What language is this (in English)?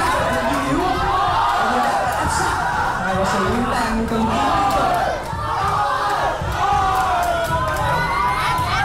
Vietnamese